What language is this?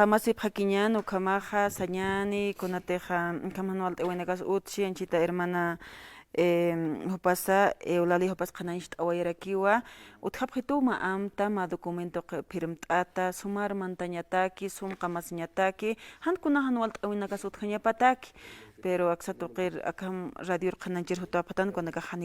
Aymara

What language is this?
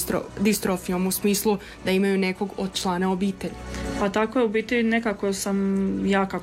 Croatian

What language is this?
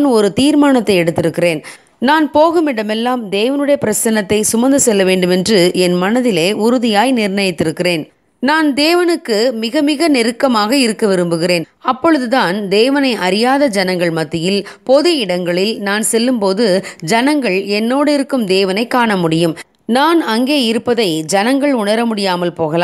Tamil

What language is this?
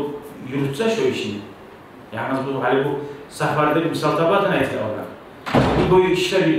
Kumyk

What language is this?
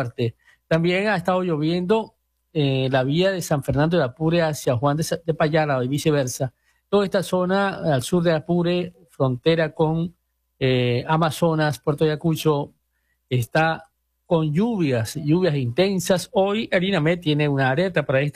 Spanish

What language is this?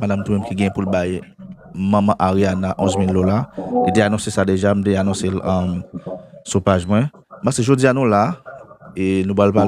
Haitian Creole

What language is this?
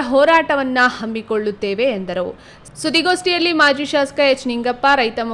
Kannada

